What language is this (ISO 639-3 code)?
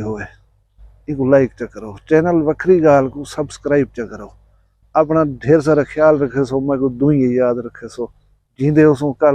skr